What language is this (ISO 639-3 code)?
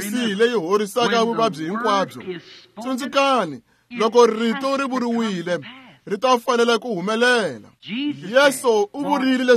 tso